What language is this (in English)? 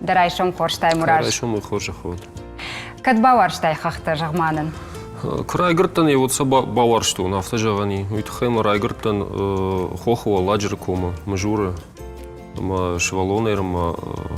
Ossetic